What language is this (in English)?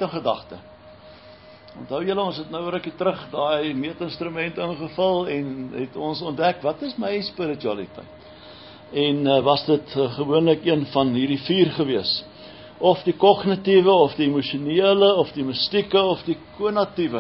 Afrikaans